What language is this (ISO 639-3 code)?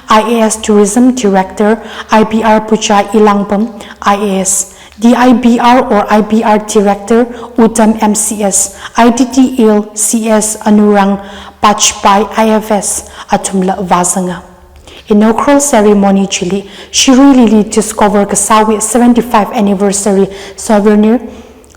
nmf